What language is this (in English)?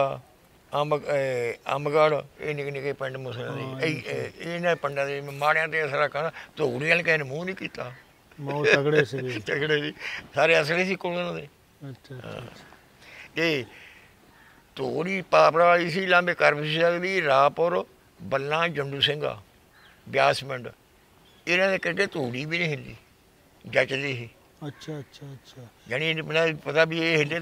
Punjabi